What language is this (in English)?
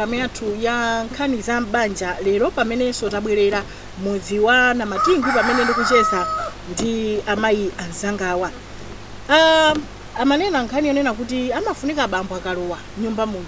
Nyanja